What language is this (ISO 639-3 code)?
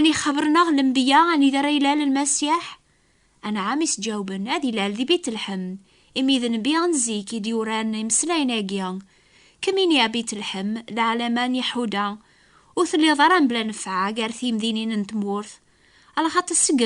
kab